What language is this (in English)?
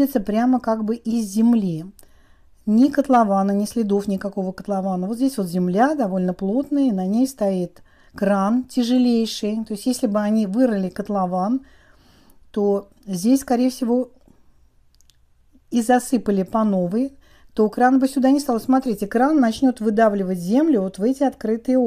Russian